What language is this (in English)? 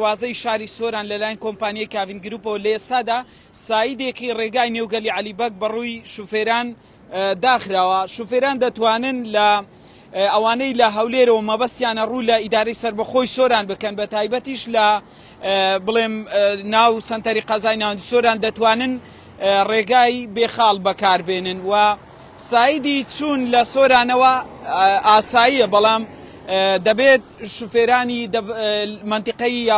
Central Kurdish